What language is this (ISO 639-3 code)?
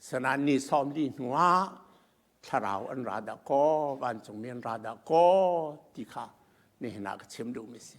cnh